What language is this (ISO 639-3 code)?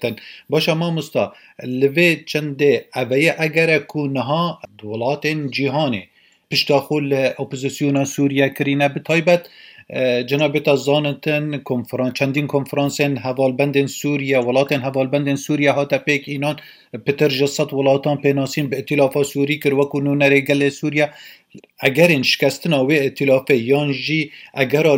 kur